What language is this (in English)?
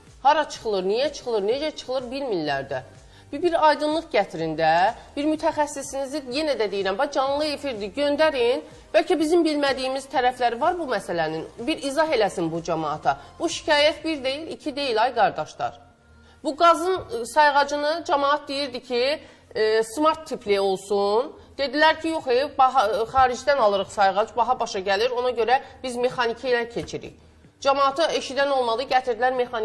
Azerbaijani